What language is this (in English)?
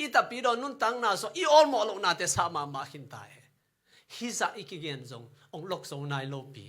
Tedim Chin